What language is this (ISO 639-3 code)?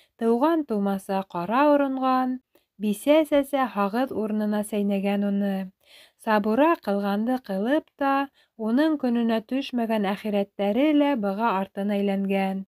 bak